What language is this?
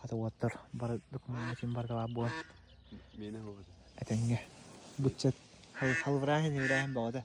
Yakut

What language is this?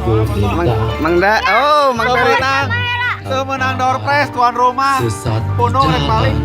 Sundanese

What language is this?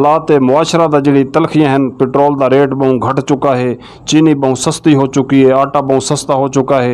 Western Panjabi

